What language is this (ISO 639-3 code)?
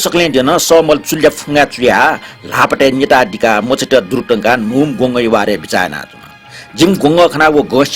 new